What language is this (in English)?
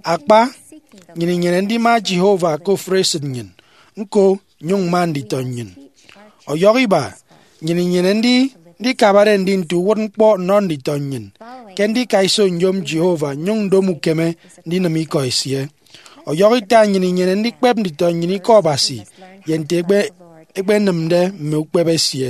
Efik